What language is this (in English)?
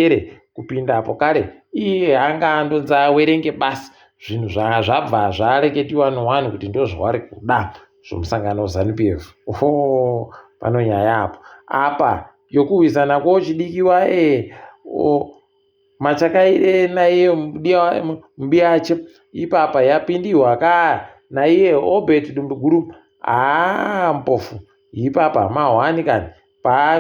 Ndau